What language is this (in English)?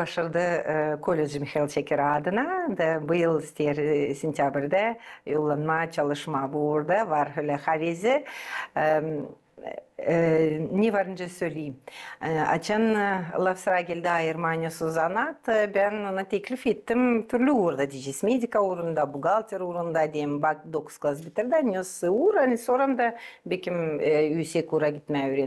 Gagauz